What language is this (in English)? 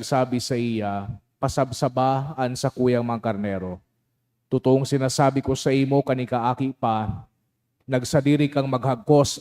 Bikol